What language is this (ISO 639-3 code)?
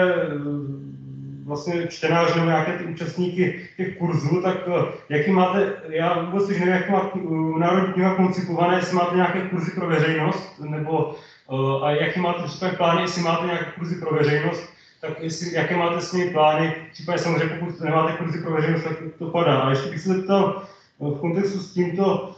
ces